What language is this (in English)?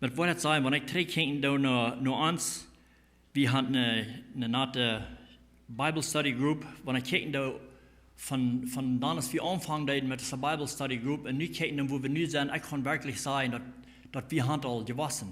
Plautdietsch